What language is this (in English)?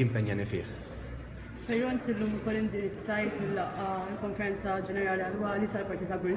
Maltese